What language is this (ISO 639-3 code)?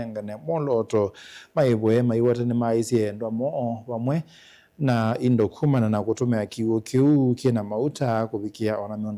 kam